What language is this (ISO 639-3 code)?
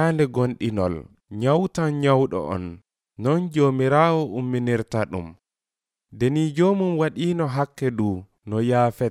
fuv